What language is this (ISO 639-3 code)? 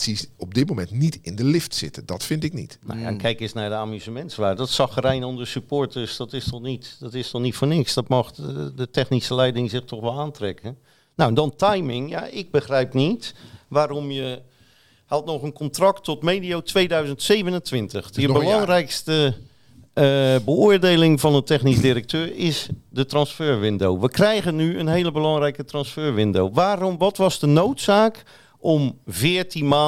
nld